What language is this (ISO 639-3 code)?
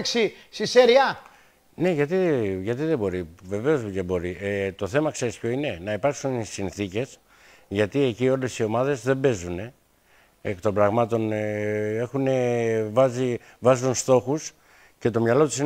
ell